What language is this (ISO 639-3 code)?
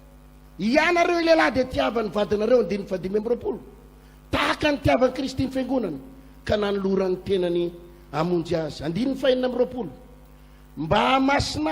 mlg